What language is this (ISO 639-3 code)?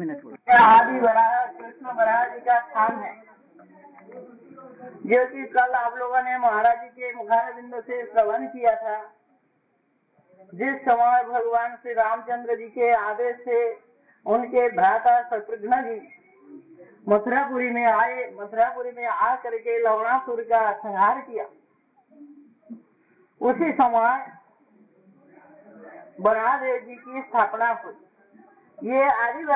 hin